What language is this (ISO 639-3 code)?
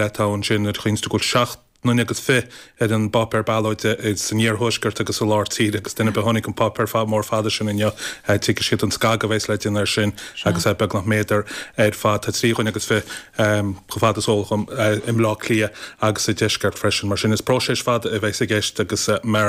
gle